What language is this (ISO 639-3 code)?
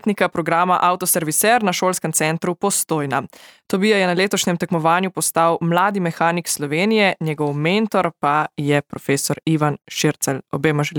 slv